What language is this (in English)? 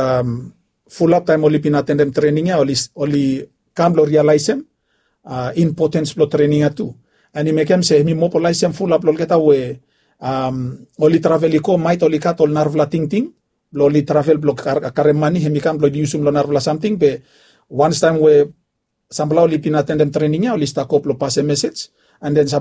Bislama